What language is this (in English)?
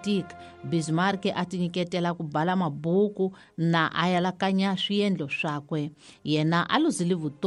Tsonga